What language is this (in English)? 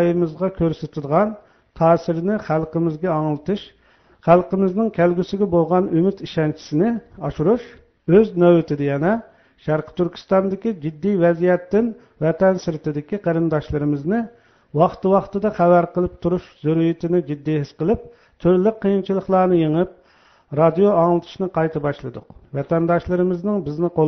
Uyghur